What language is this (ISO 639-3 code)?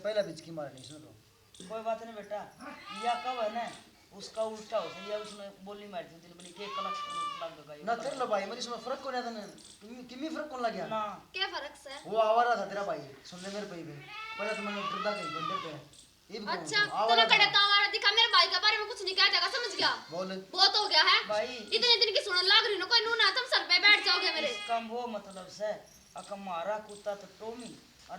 bgc